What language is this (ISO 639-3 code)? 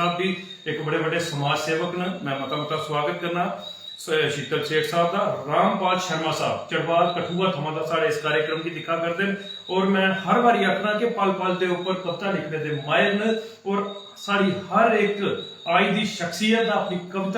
doi